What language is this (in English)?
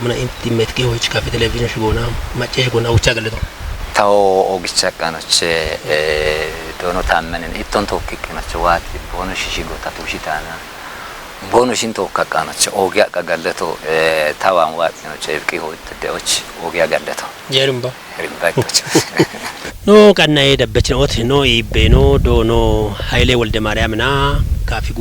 Kafa